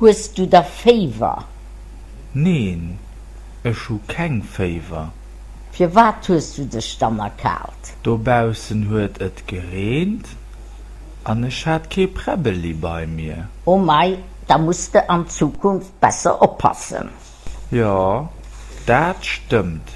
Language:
Luxembourgish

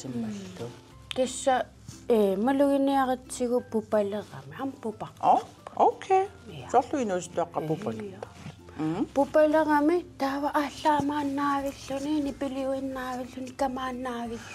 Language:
Kalaallisut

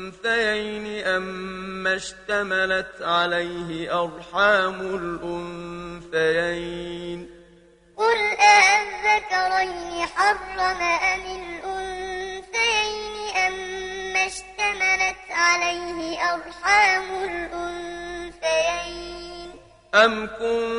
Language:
Arabic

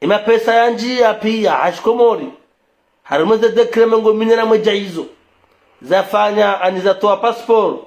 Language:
Ngazidja Comorian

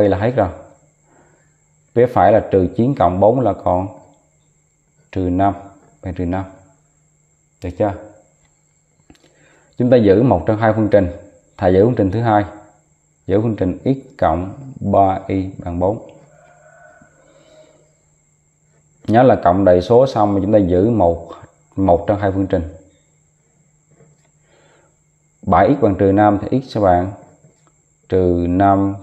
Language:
Vietnamese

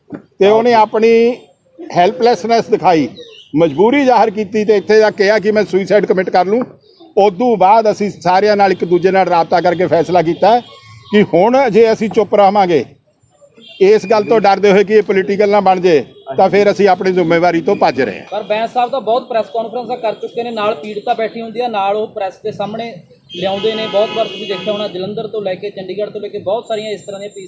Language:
Punjabi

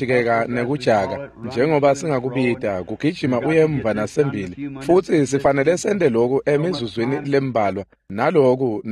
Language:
Swati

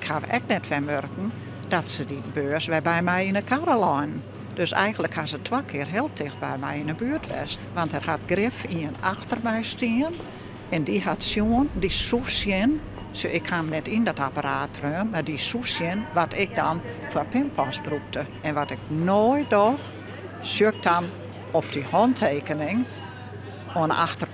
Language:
Western Frisian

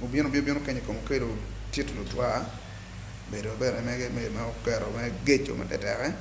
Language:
Acoli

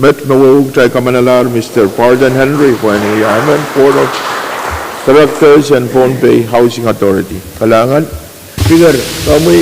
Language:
Pohnpeian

